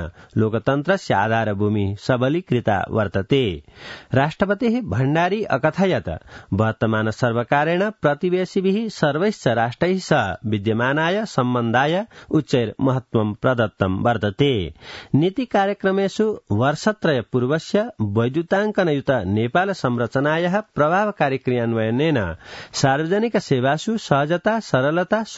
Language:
Sanskrit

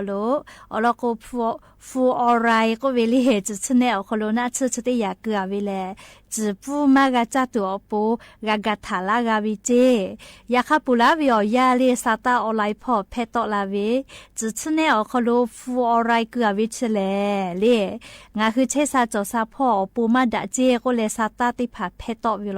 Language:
Lahu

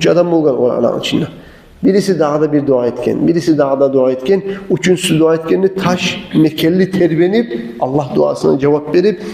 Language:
Kumyk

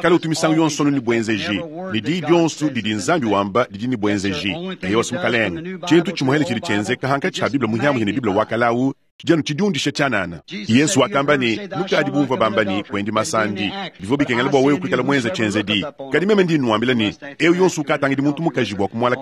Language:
Luba-Lulua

